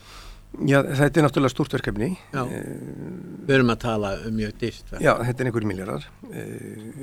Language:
Icelandic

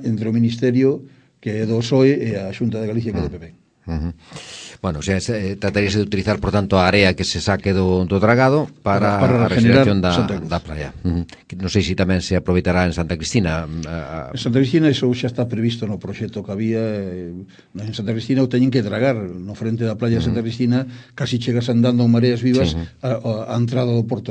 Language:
Galician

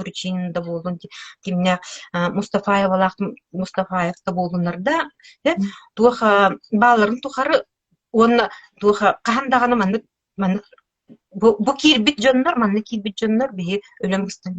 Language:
Yakut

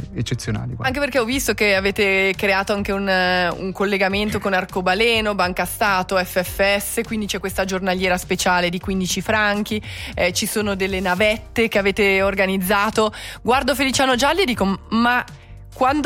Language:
Italian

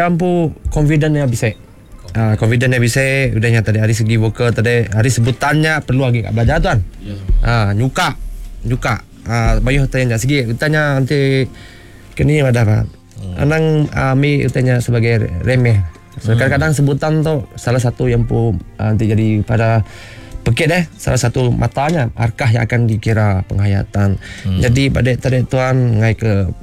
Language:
Iban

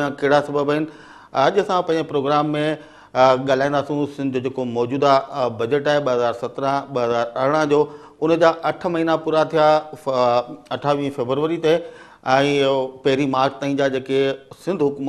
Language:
Sindhi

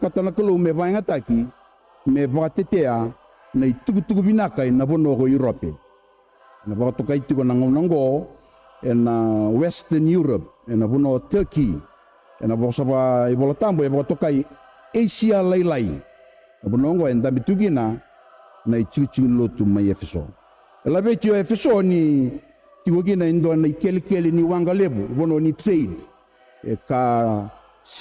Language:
Fijian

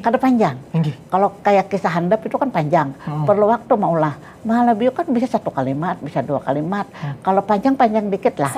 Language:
Banjar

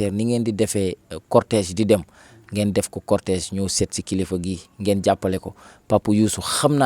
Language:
Wolof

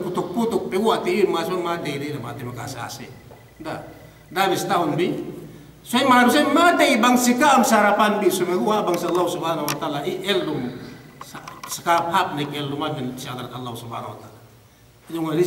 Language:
Yakan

